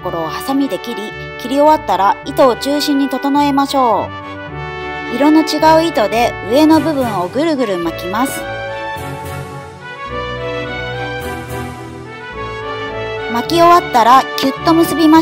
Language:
Japanese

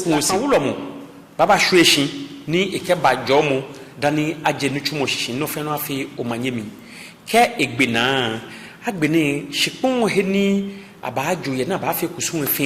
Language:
Ga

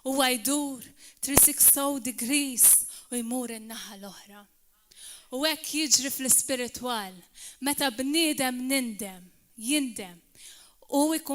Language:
Maltese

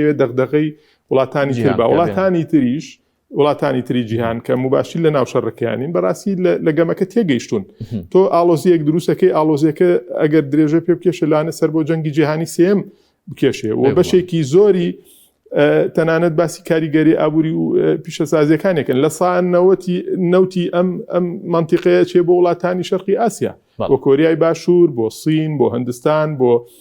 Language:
Central Kurdish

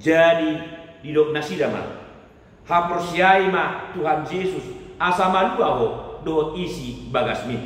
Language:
Batak Toba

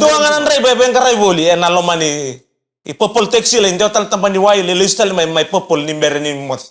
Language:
Fijian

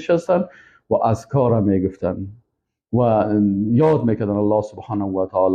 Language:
Persian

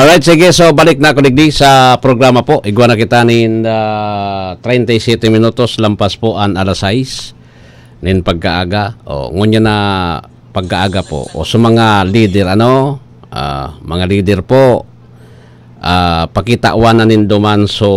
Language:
Bikol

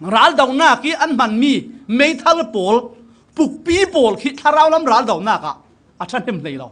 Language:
Falam Chin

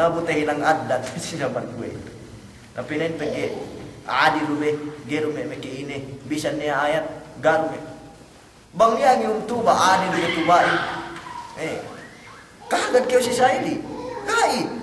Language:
Yakan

